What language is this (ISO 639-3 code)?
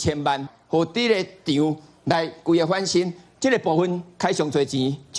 nan